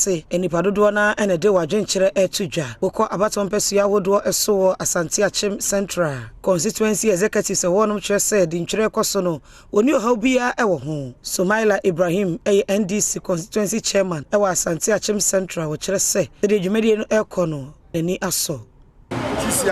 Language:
Akan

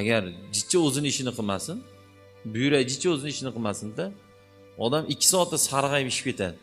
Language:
Uzbek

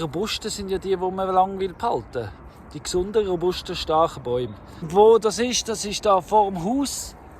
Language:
Swiss German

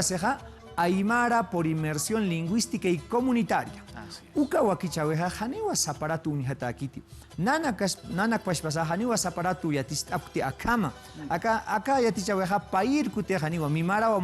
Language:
Aymara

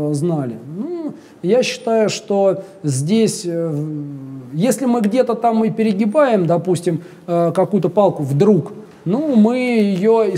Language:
Russian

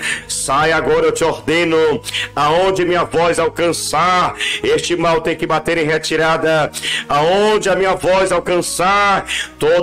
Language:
Portuguese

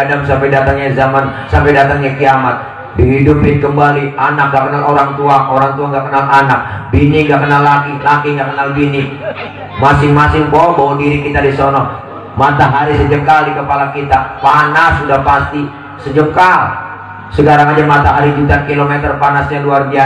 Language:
Betawi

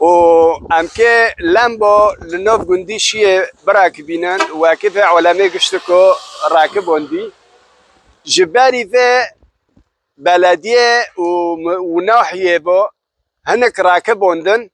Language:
Kurdish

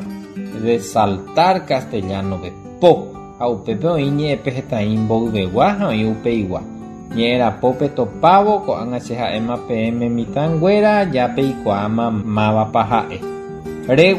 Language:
Guarani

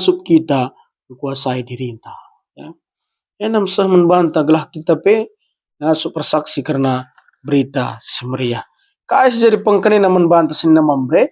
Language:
Batak Karo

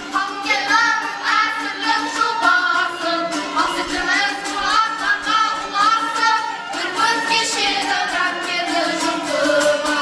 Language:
Kara-Kalpak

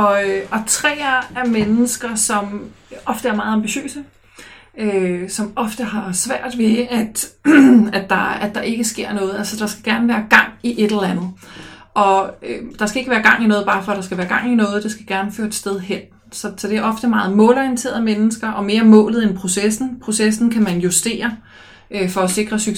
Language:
Danish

